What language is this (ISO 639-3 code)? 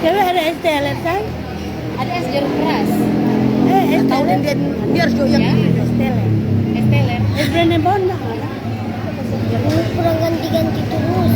xmm